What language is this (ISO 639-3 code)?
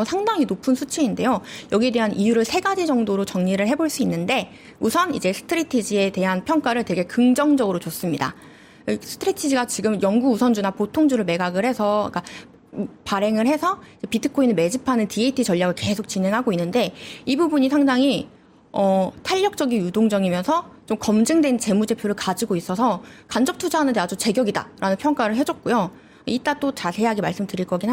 kor